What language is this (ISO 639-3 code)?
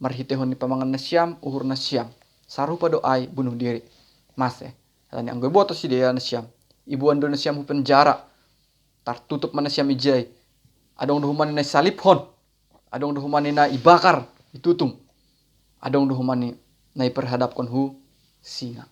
bts